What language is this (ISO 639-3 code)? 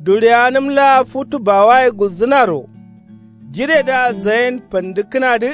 kau